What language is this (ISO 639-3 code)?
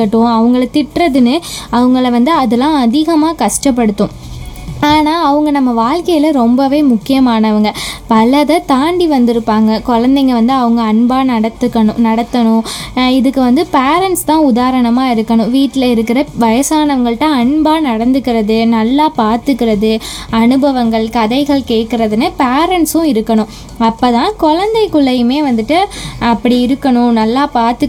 tam